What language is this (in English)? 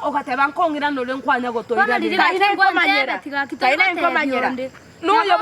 Gusii